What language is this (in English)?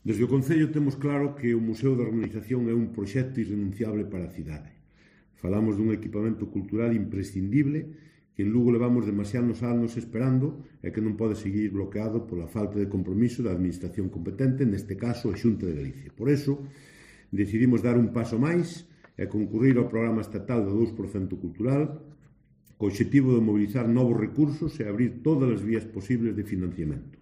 Galician